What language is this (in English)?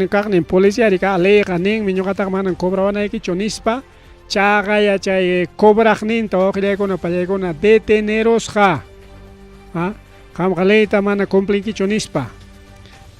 Ayacucho Quechua